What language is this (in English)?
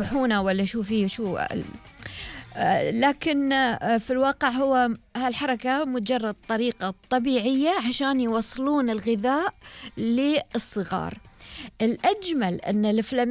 Gulf Arabic